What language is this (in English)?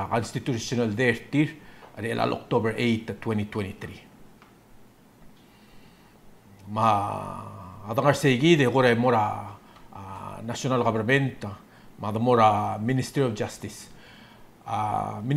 Palauan